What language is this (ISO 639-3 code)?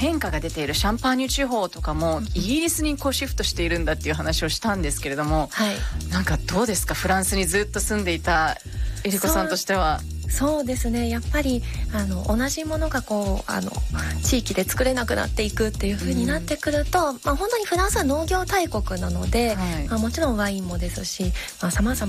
jpn